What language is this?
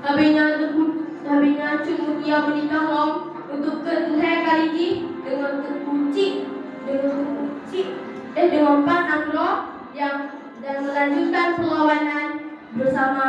Achinese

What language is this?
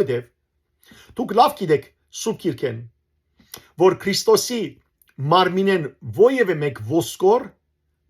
Western Armenian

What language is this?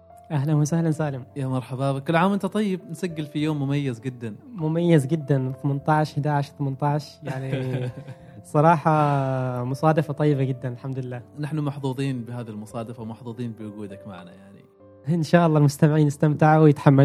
Gulf Arabic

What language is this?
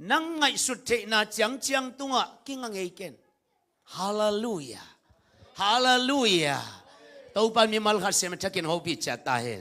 Tedim Chin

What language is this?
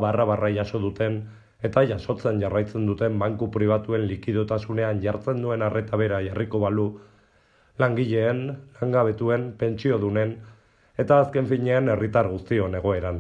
Basque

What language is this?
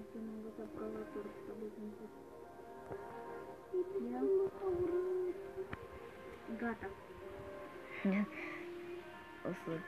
Romanian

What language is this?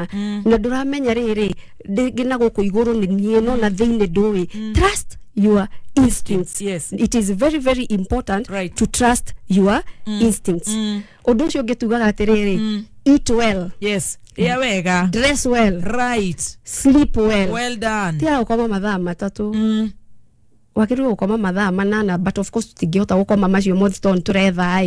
Kikuyu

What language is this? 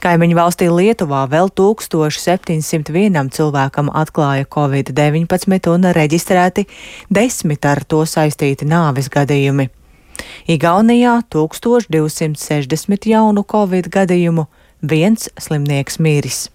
Latvian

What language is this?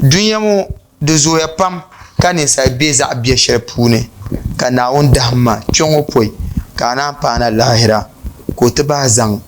Dagbani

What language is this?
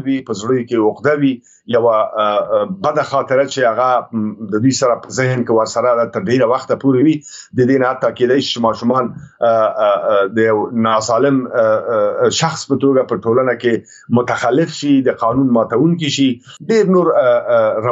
Pashto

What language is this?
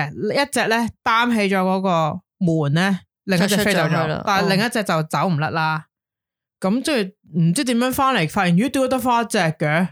Cantonese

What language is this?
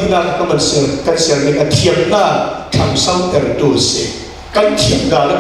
Falam Chin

